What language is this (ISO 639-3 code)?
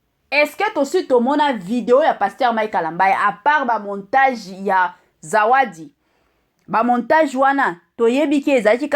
lin